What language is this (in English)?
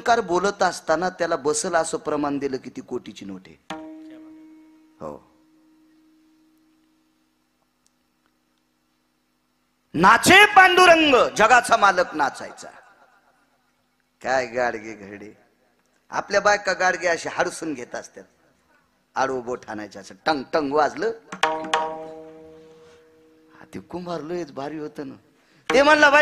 Marathi